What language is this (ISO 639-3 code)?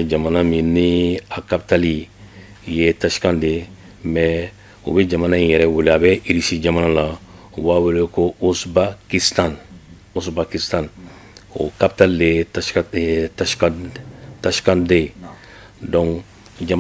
bam